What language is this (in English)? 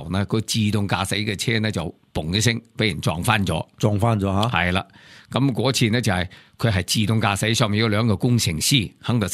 Cantonese